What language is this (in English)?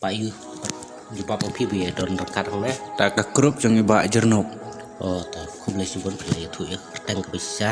Khasi